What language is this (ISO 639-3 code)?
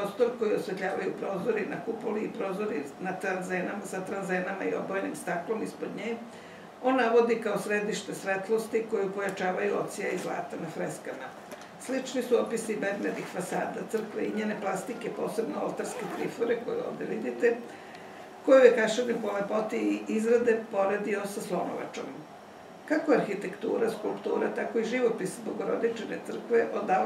srp